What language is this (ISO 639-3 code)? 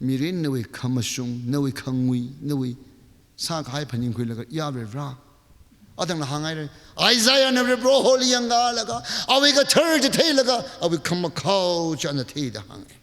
nmf